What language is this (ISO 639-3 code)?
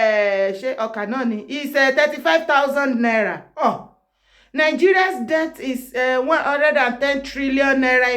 yor